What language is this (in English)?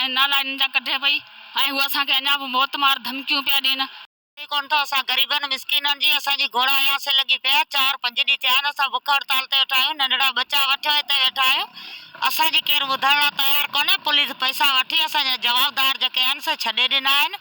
Sindhi